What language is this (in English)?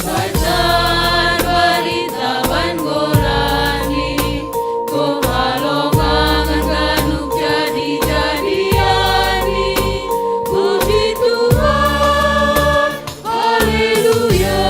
Batak Simalungun